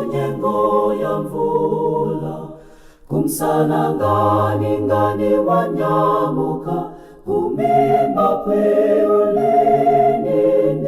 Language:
Nyanja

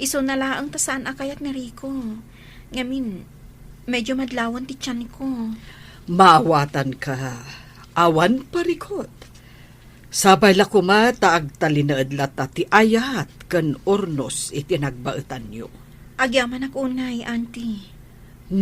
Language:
Iloko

